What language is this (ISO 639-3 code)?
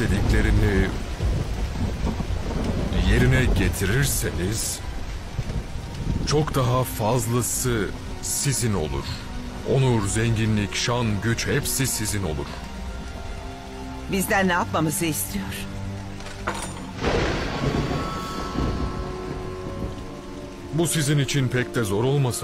tur